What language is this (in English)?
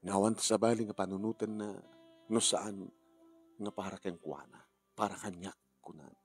Iloko